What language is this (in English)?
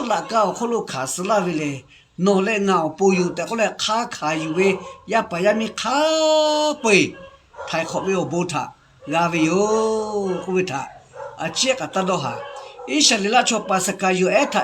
Lahu